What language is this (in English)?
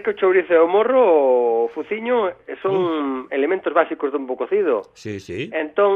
Galician